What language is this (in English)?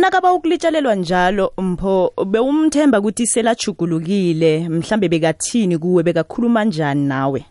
South Ndebele